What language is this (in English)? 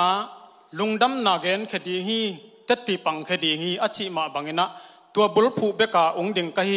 Tedim Chin